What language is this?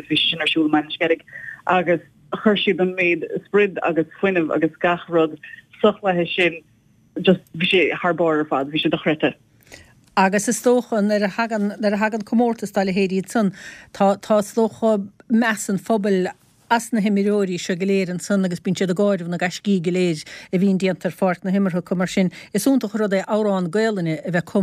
Irish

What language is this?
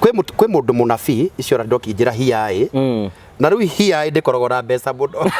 Kikuyu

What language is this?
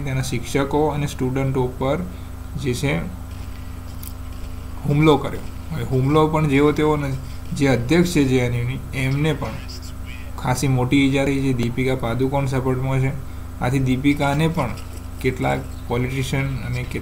Gujarati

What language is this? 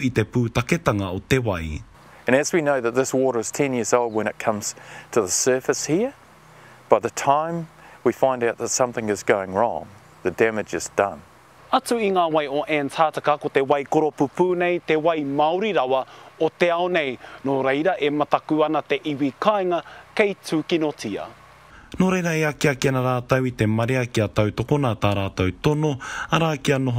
Māori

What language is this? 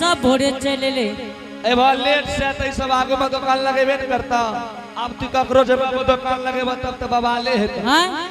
Angika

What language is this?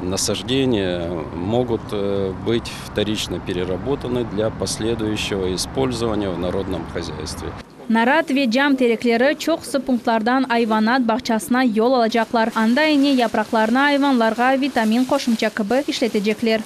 Crimean Tatar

